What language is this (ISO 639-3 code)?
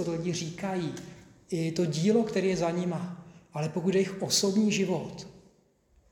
ces